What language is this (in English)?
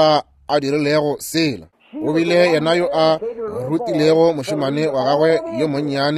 Northern Sotho